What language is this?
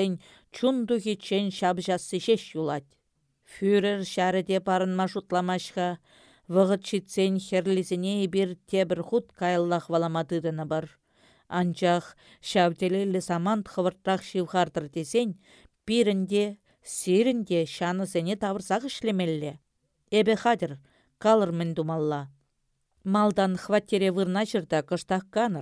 Chuvash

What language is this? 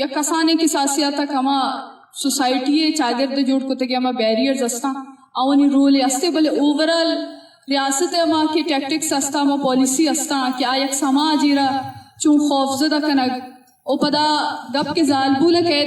Eastern Balochi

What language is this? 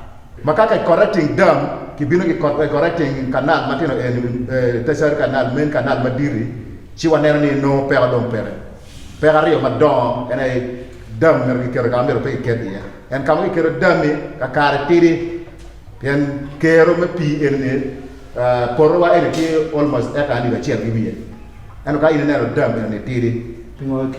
Acoli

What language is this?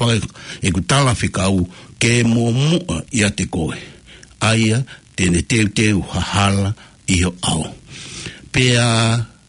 Tongan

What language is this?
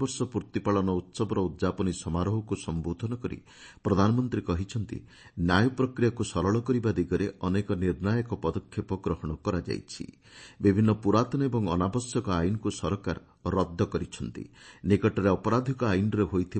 Odia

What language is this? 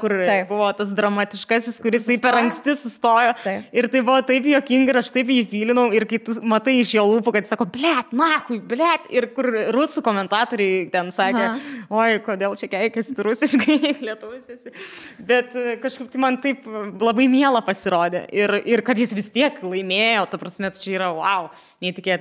Lithuanian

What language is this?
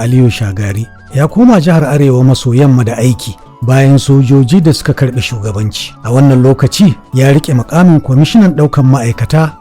Hausa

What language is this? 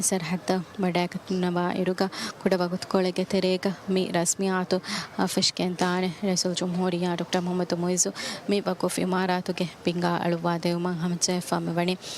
Divehi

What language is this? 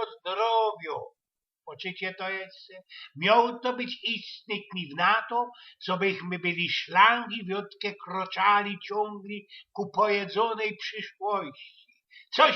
Silesian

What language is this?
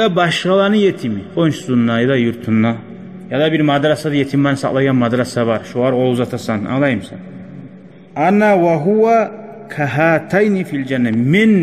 Kumyk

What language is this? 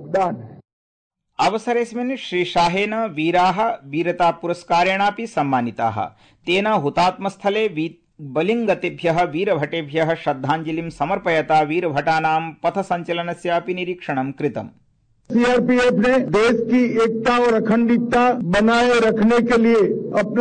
Sanskrit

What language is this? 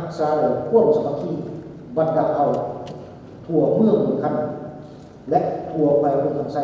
Lao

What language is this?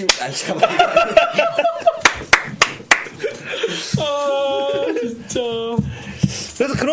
Korean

